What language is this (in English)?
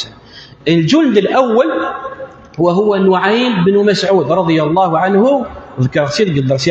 Kabyle